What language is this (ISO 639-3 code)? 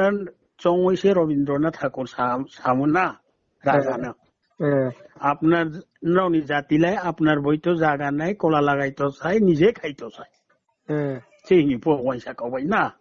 ria